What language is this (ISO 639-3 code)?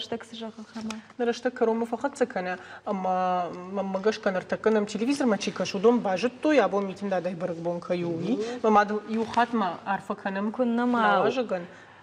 oss